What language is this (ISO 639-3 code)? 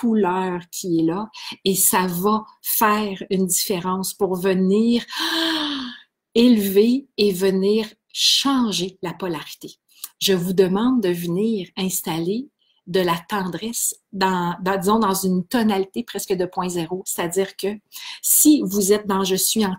fra